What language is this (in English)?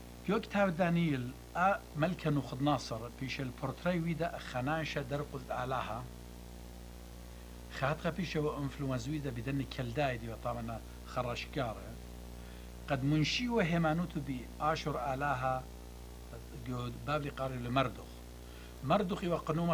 Assyrian Neo-Aramaic